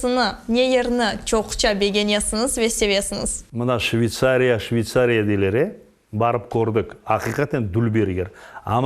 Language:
Crimean Tatar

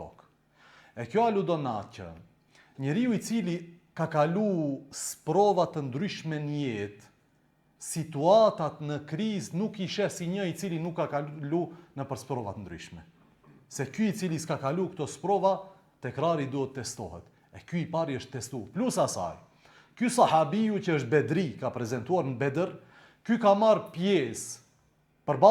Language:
Albanian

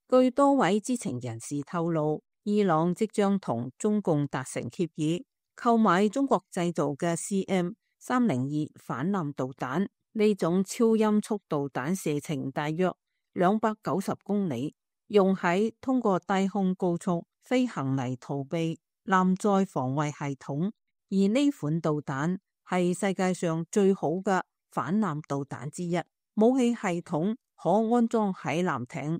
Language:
Cantonese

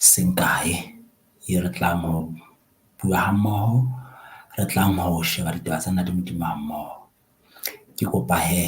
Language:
Southern Sotho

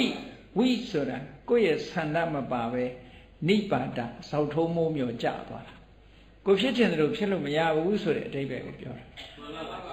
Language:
Burmese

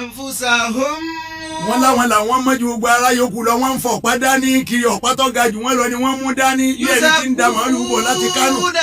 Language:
Yoruba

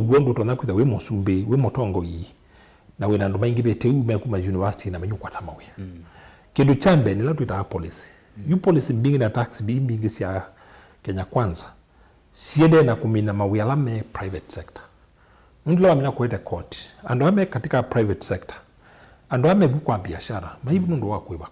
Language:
Kamba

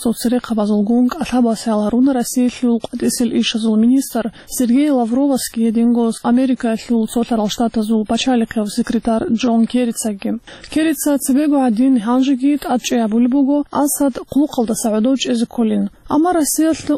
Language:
Avaric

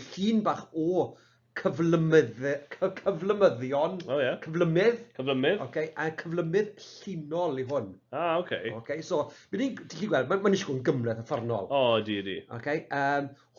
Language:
Welsh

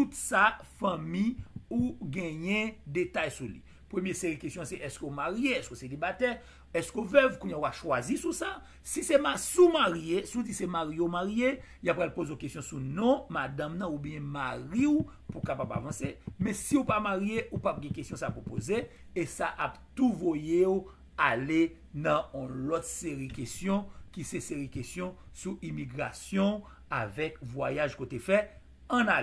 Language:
Haitian Creole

